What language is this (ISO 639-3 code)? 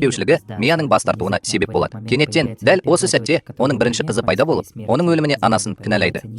kaz